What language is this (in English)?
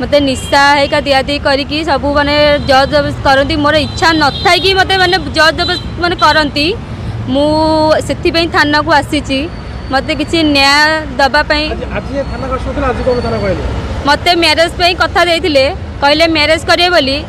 Odia